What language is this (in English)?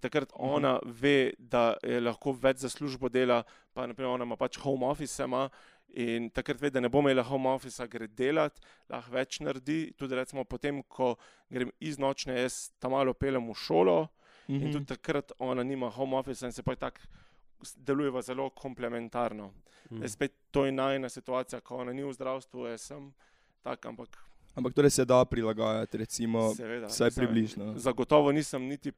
Slovenian